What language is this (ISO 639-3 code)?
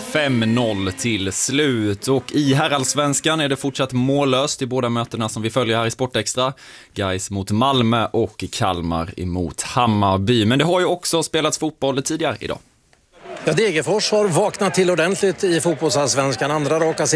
swe